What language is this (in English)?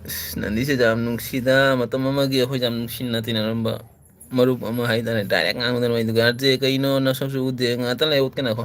Manipuri